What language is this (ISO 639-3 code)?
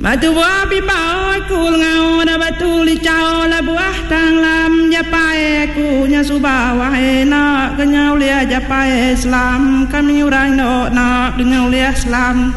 iba